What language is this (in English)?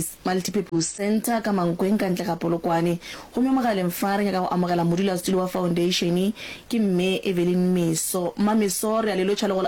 Northern Sotho